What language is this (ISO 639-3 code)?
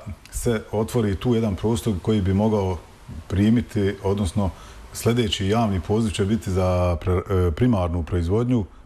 bos